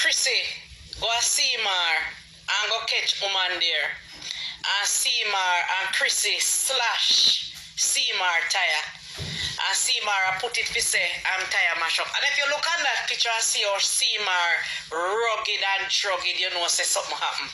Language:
Jamaican Creole English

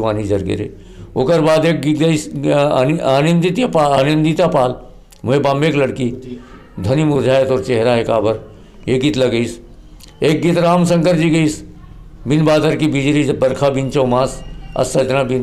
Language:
Chhattisgarhi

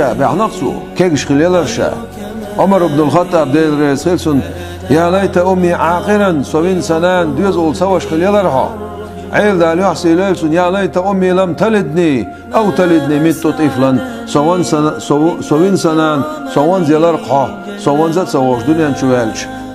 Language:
Chechen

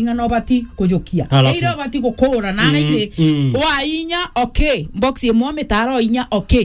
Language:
Meru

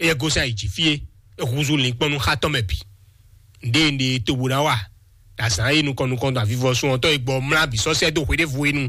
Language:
Fon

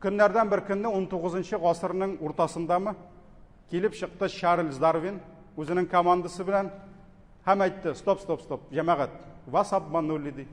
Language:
Tatar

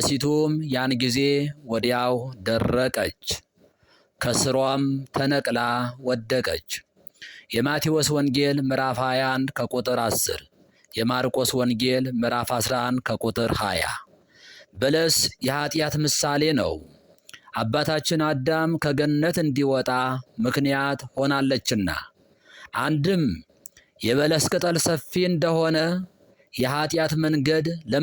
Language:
Amharic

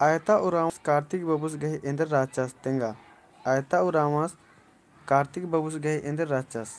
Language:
Kurukh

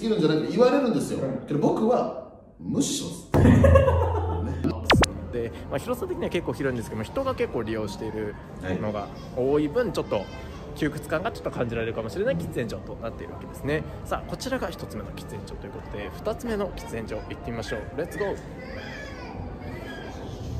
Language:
Japanese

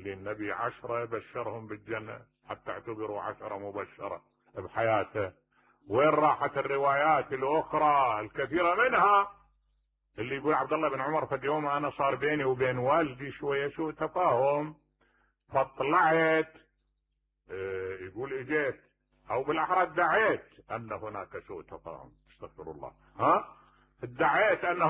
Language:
Mesopotamian Arabic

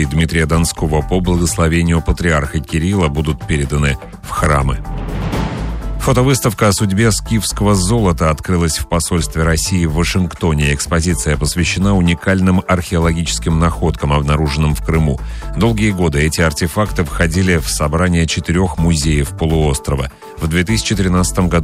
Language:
Russian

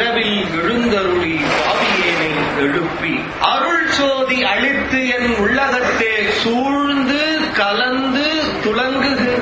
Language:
Tamil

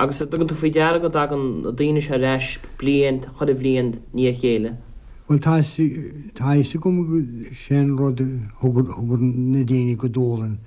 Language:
Irish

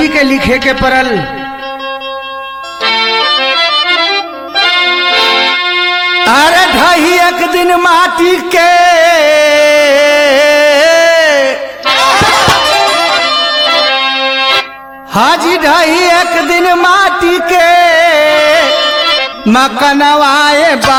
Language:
Bhojpuri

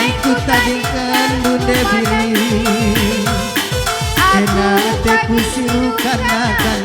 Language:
Batak Karo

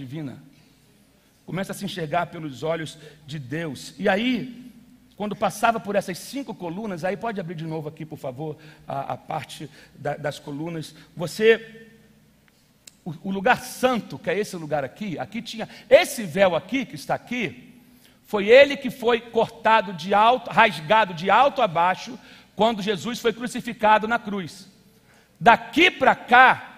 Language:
Portuguese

